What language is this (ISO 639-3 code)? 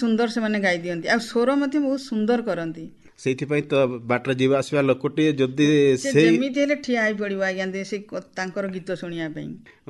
ori